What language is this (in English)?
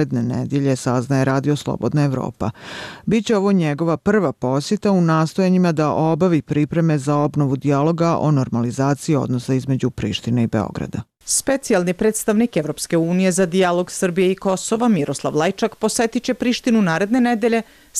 Bosnian